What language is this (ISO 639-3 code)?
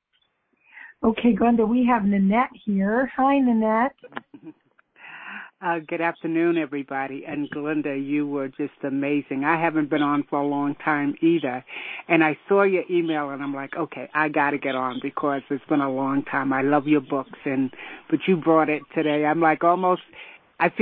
eng